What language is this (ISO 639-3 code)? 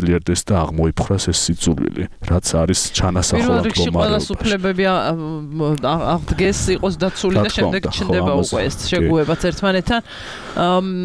kat